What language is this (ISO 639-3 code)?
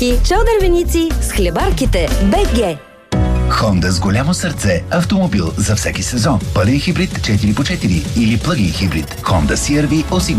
bul